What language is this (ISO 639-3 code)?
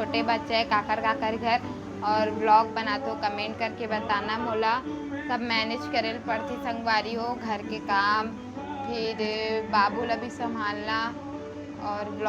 hne